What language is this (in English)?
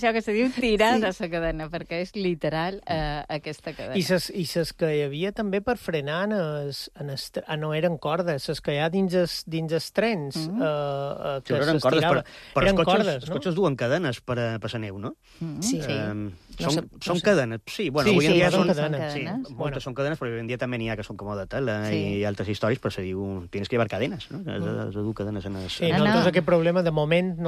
Catalan